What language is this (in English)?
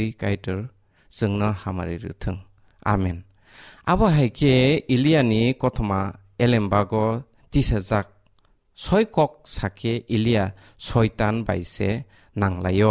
Kok Borok